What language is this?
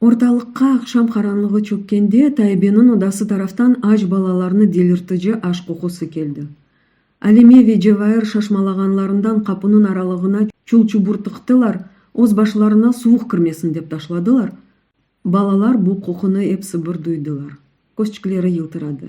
Crimean Tatar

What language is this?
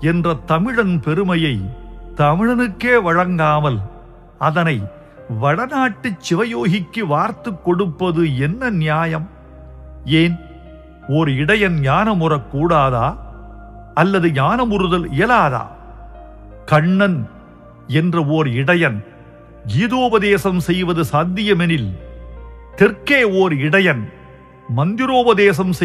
Tamil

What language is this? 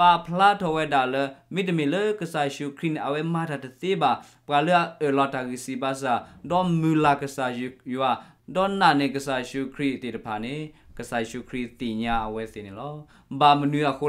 S'gaw Karen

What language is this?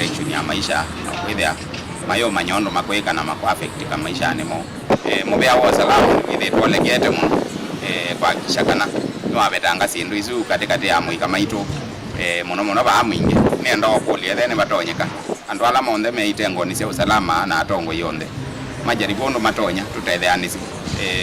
Kamba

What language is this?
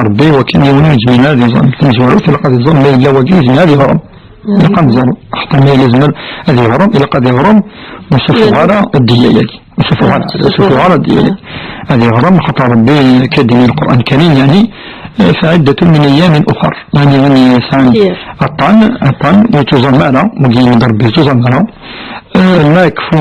Kabyle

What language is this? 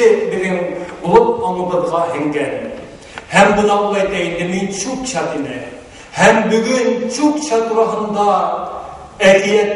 Bashkir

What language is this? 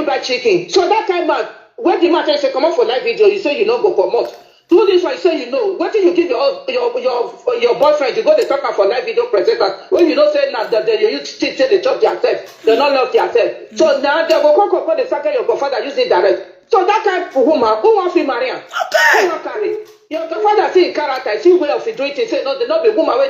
Nigerian Pidgin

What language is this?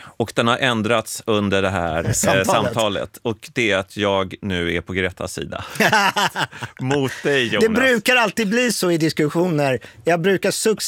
Swedish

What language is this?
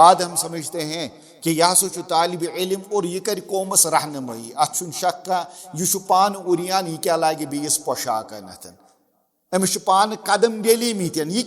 Kashmiri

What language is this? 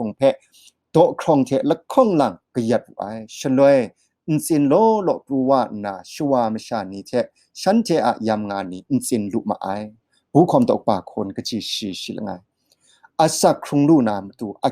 Kachin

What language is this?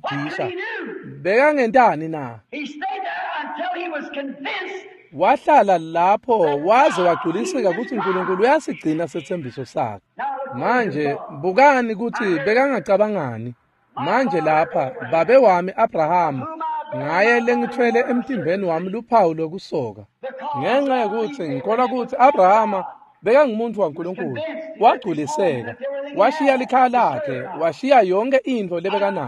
Swati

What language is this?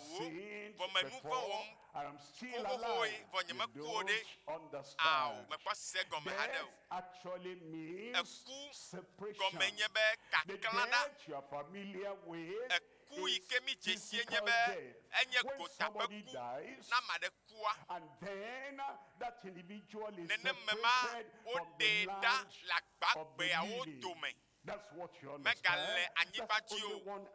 Ewe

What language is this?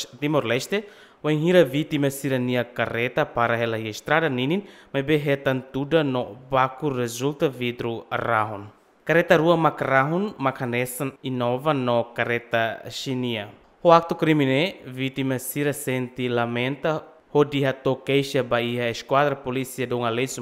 Tetum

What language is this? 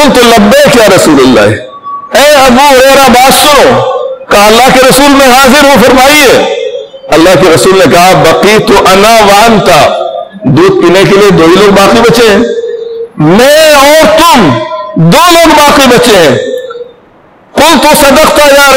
Urdu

